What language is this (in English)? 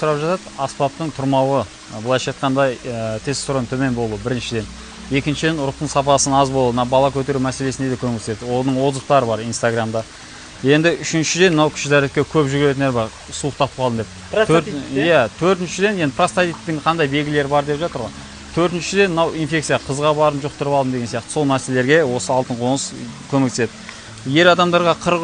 Kazakh